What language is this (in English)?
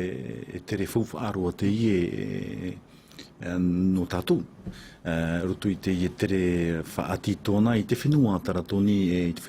Tahitian